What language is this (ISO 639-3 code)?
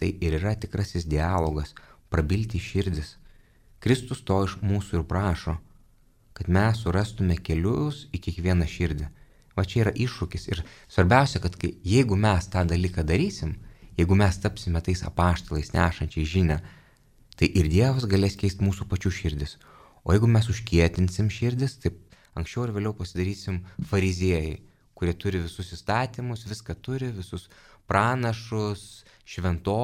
lit